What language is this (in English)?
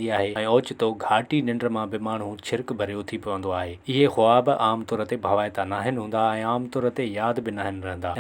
Sindhi